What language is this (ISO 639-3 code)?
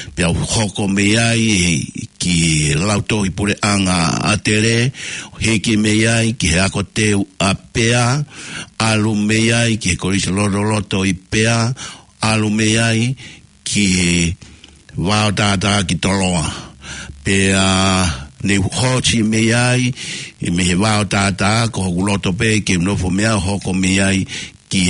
ton